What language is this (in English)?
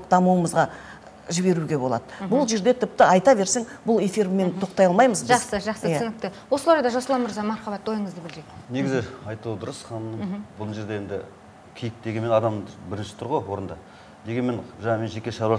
Kazakh